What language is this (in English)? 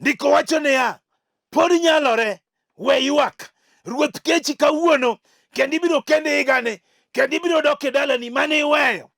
Luo (Kenya and Tanzania)